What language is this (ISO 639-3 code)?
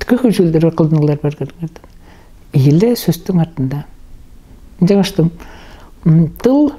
tyv